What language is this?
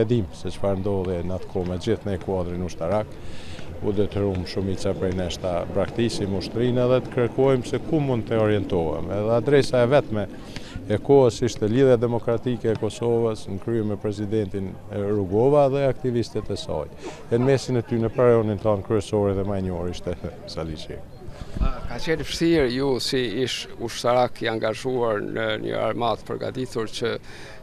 Albanian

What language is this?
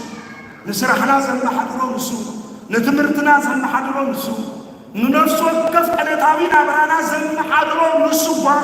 Tigrinya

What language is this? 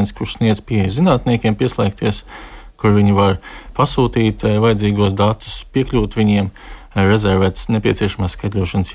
Latvian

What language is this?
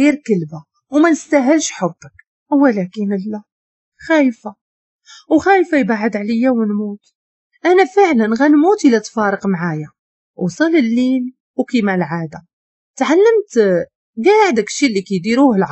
Moroccan Arabic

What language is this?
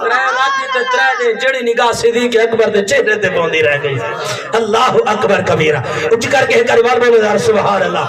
Saraiki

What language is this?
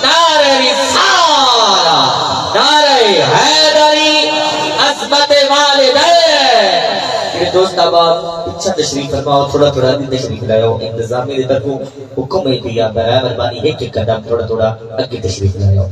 Saraiki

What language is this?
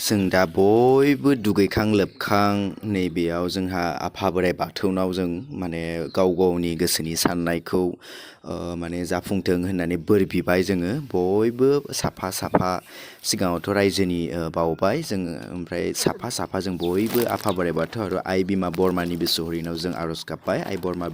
Bodo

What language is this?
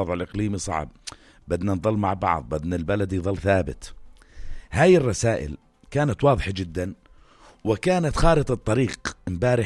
North Levantine Arabic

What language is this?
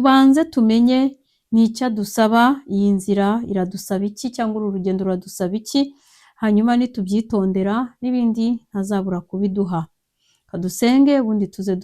Kinyarwanda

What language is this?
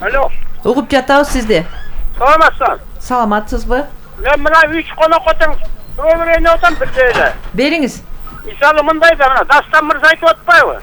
Kyrgyz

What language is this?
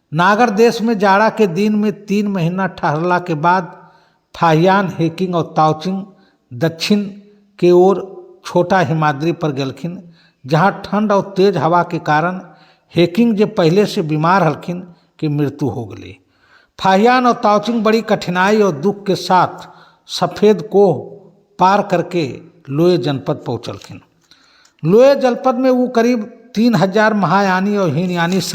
Magahi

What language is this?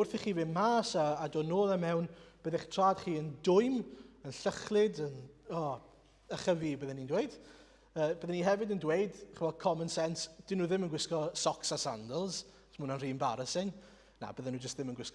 Welsh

